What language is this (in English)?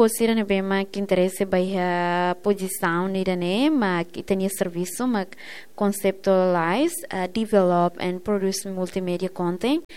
Tetum